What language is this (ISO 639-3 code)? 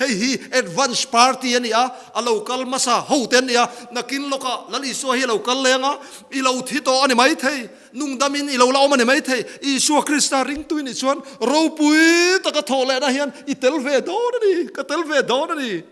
lus